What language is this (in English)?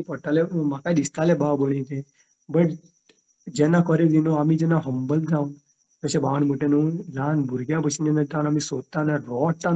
Konkani